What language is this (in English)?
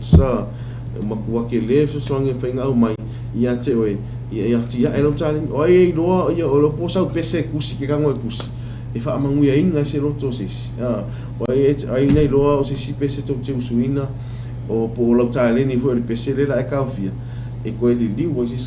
Samoan